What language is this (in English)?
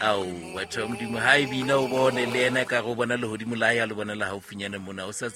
Southern Sotho